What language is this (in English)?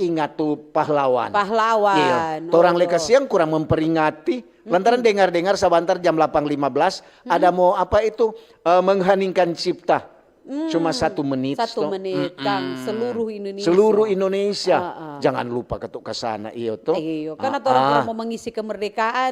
Manado Malay